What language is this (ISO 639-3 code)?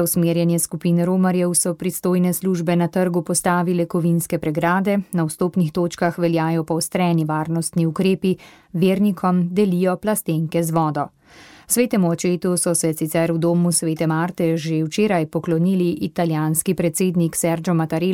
slv